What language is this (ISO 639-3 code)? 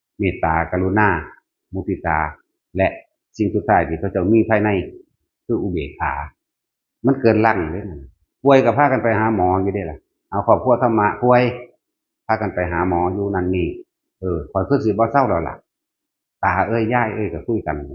tts